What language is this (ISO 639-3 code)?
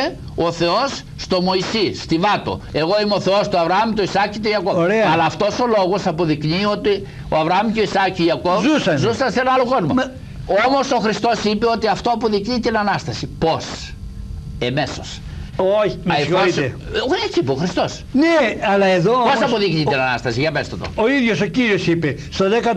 ell